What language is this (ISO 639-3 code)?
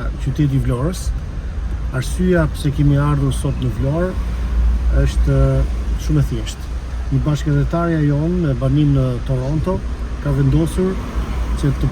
sqi